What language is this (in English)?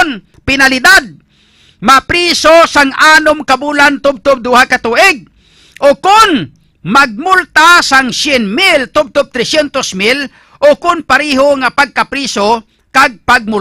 Hiligaynon